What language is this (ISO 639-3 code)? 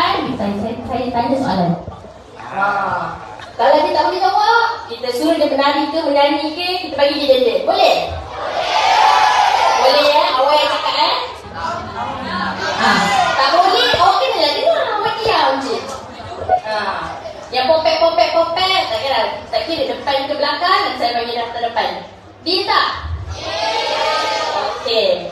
msa